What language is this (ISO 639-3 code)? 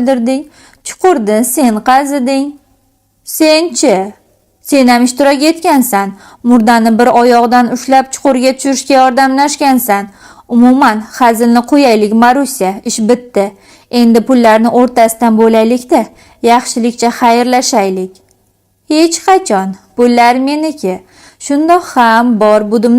uzb